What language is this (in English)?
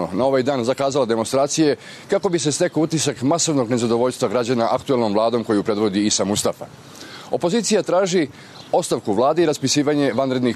Serbian